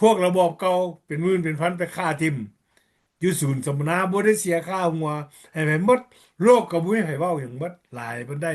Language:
Lao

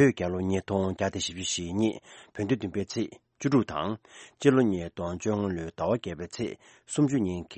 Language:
Tibetan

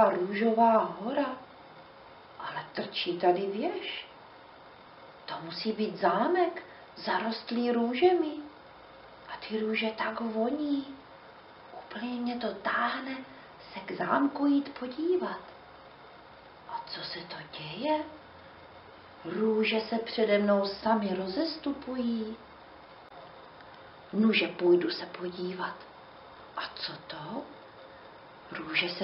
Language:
Czech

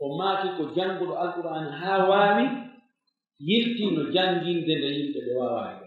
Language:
Pular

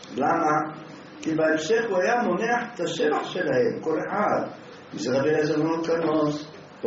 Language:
Hebrew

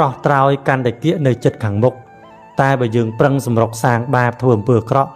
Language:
Khmer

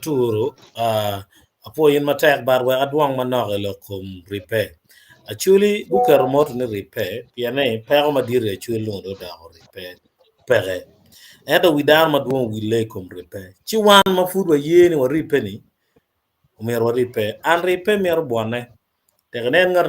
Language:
Acoli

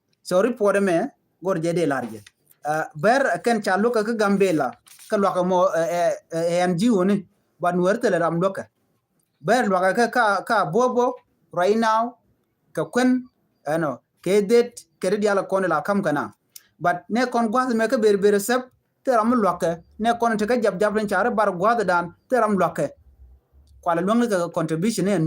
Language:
Nuer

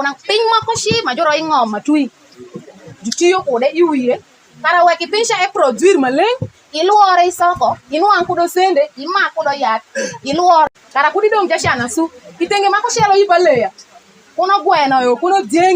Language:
Alur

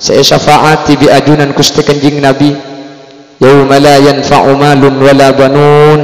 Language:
Madurese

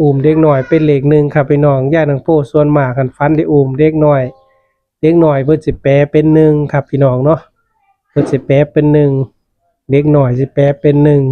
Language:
Northeastern Thai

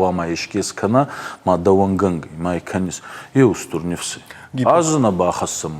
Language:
Ossetic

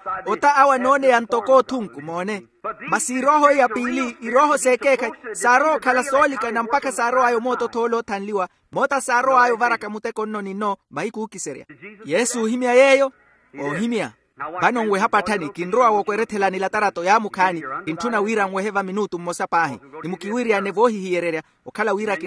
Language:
Makhuwa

